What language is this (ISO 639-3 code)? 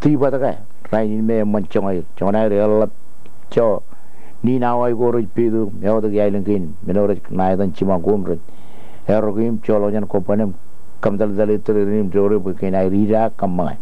mah